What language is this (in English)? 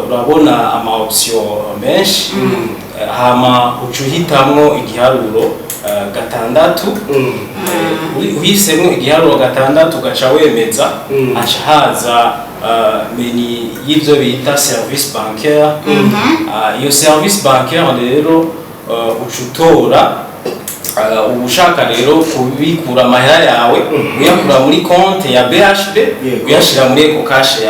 Rundi